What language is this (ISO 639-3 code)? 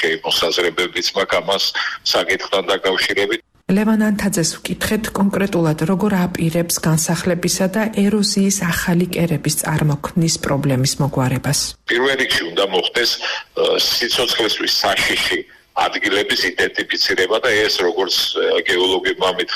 kat